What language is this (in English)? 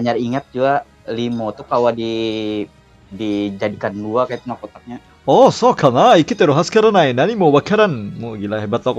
Banjar